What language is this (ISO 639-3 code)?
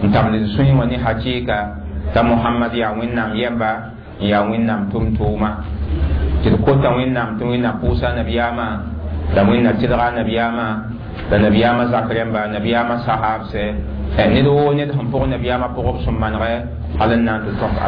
mos